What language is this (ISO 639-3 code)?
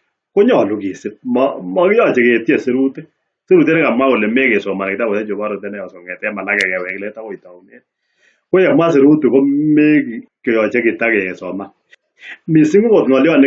kln